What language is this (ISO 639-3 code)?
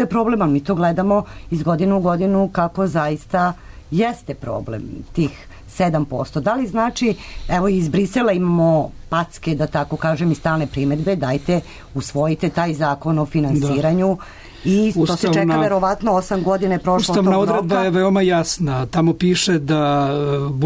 srp